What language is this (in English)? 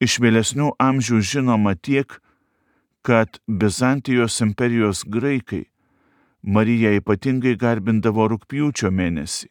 Lithuanian